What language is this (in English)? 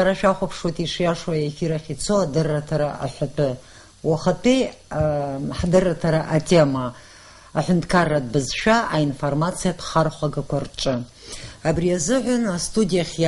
Abkhazian